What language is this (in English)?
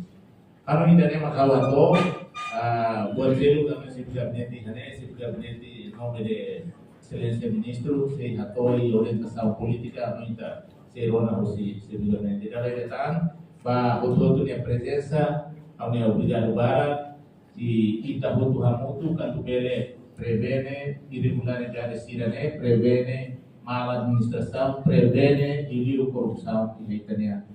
Tetum